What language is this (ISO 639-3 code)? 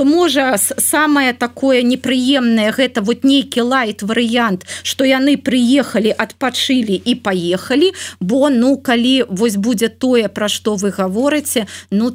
bel